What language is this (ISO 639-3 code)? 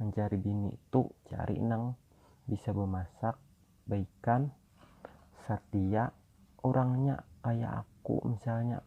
bjn